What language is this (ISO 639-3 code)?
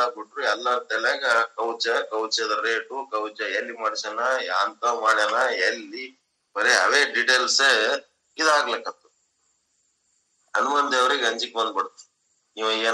kan